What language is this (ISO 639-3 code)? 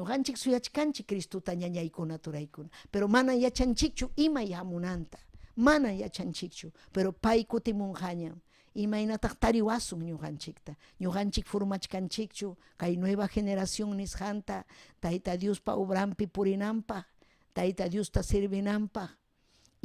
quy